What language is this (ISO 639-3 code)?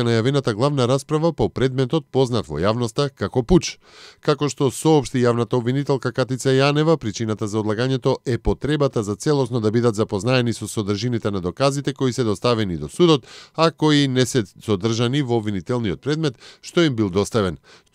mkd